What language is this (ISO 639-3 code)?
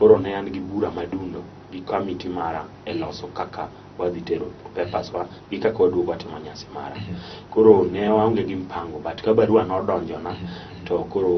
luo